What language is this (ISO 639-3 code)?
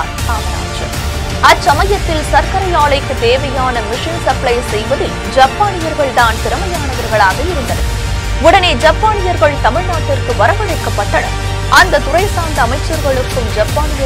tam